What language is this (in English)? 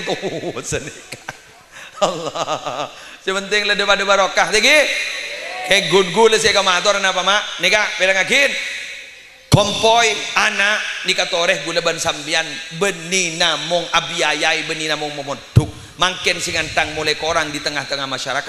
Madurese